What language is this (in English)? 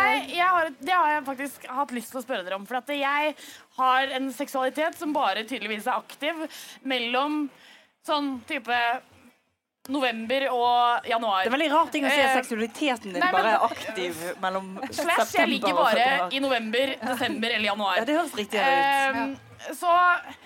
Norwegian